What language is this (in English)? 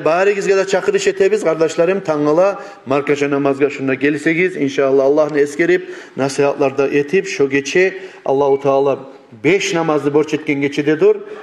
Kumyk